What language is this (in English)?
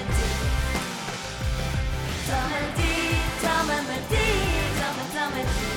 Norwegian